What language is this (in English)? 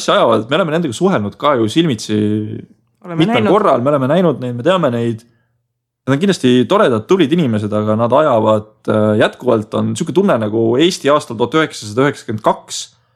Estonian